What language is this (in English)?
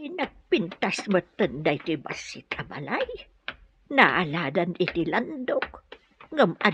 Iloko